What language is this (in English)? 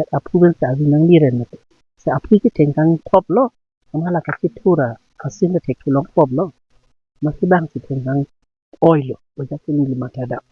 Karbi